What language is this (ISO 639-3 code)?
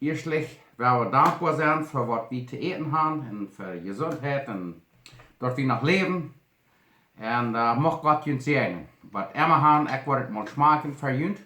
pdt